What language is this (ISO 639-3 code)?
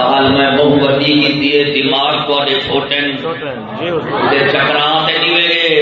skr